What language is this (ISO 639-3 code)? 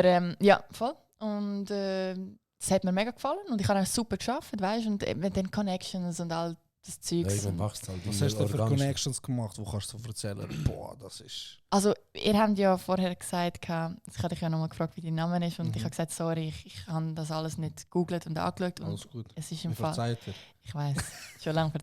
gsw